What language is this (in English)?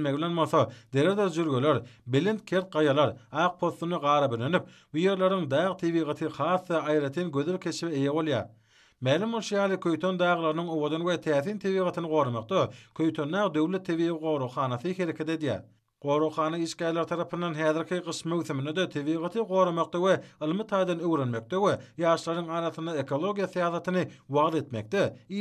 Turkmen